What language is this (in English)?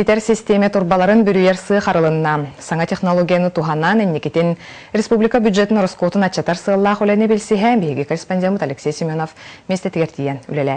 Yakut